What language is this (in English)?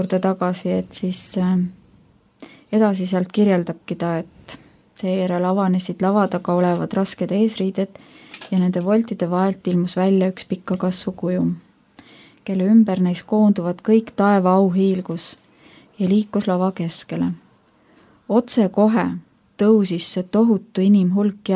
Estonian